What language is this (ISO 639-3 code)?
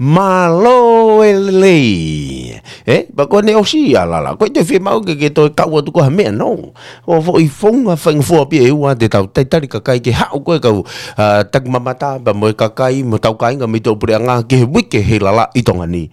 ton